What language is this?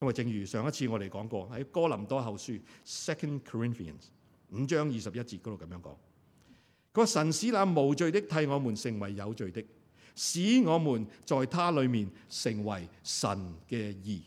Cantonese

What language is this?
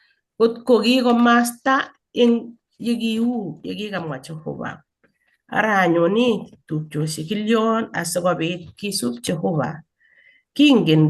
Kalenjin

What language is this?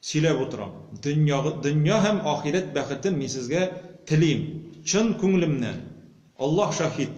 Tatar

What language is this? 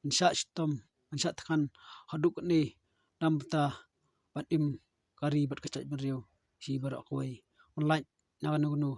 Khasi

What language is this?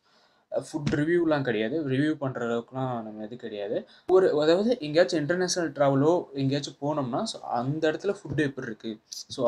Tamil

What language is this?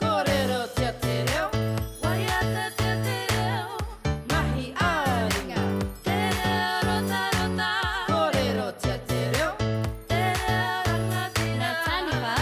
Māori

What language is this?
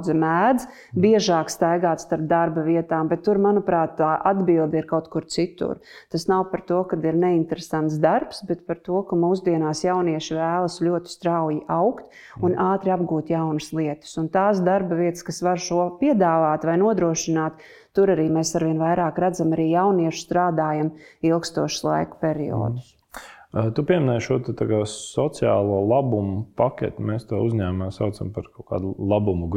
Latvian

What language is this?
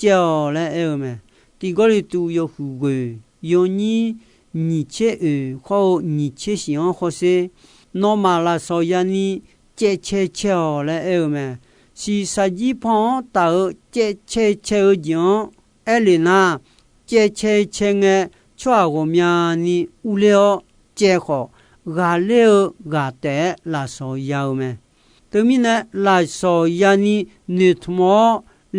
Akha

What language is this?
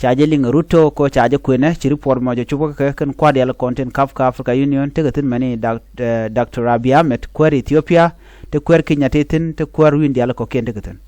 Nuer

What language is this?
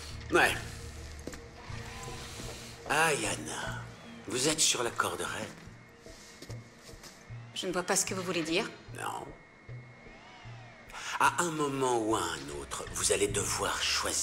French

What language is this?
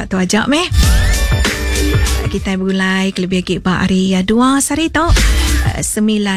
Iban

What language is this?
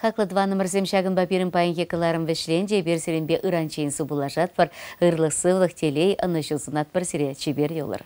Chuvash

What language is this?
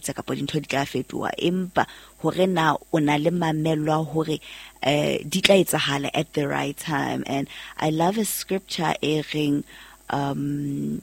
Southern Sotho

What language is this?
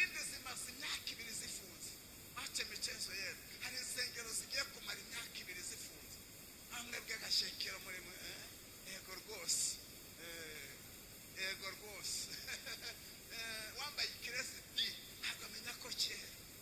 Kinyarwanda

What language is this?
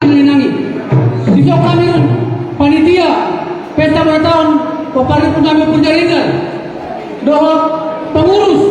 Batak Toba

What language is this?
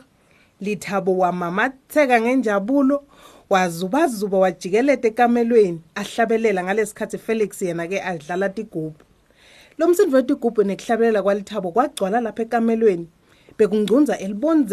Swati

